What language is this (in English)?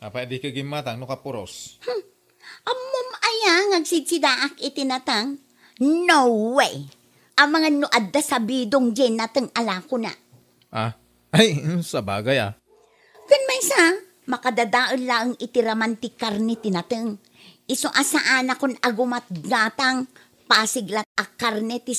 Iloko